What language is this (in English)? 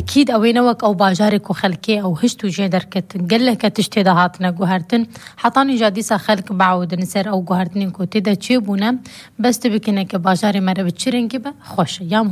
Kurdish